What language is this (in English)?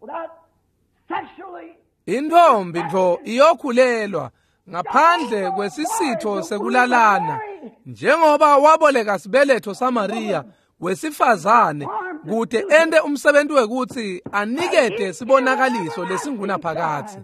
Swati